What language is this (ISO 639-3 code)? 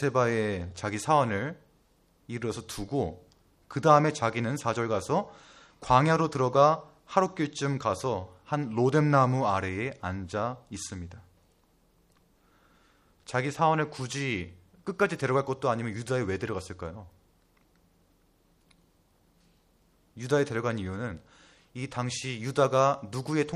kor